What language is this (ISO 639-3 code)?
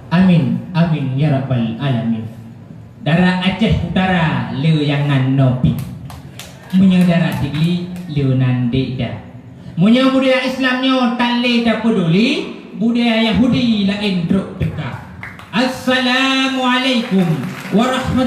ace